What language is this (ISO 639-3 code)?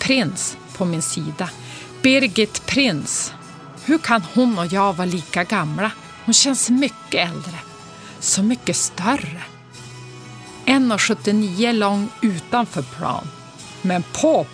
swe